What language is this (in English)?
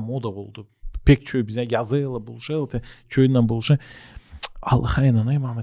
Gagauz